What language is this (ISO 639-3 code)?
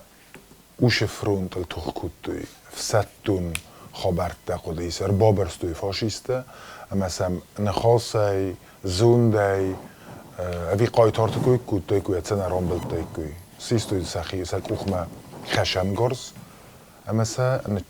oss